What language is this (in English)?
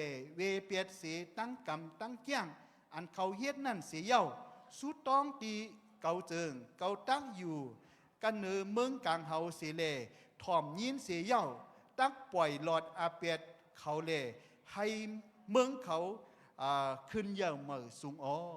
Shan